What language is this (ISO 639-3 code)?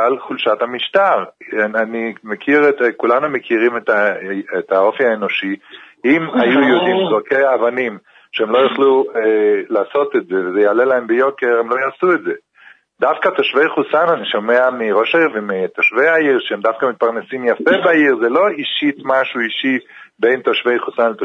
heb